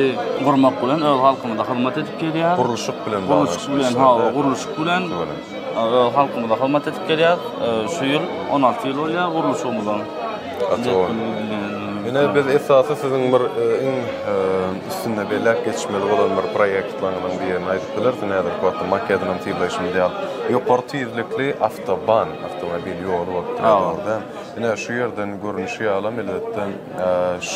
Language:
Turkmen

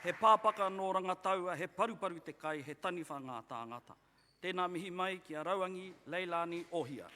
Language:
Māori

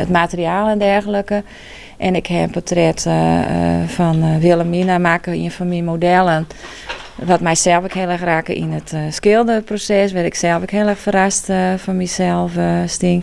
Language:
Western Frisian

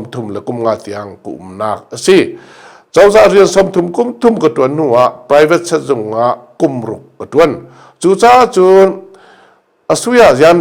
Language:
Hakha Chin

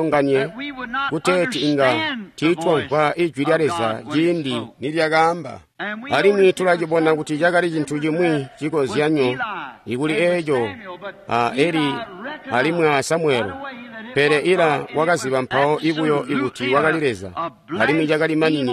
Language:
Tonga (Zambia)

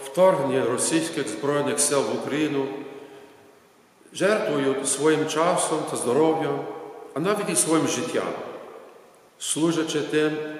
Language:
Ukrainian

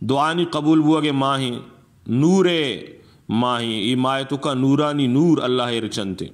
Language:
Eastern Balochi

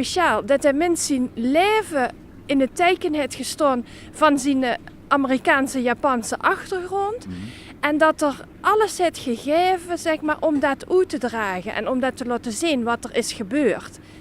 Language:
Limburgish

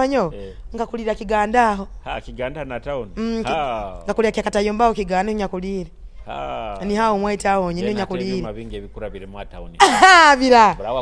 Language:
Nyoro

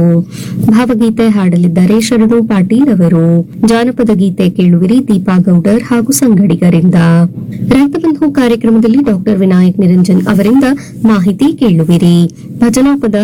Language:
Kannada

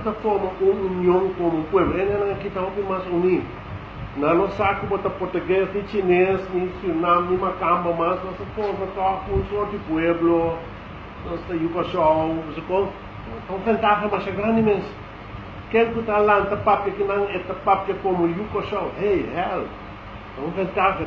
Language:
Papiamento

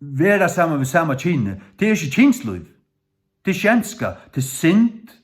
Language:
Faroese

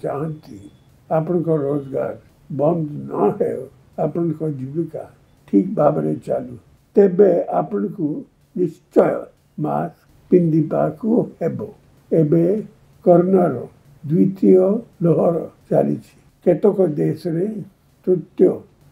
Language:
Odia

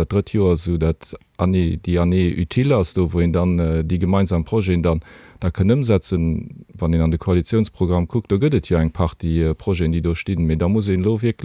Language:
Luxembourgish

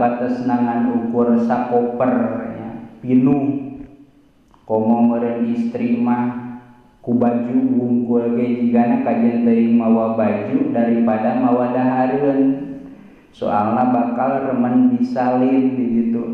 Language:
Sundanese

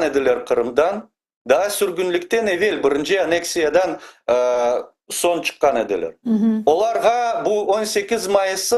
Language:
Crimean Tatar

